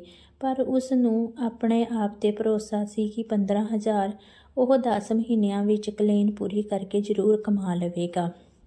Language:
Punjabi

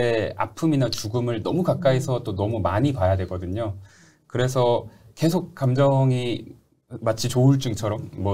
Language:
Korean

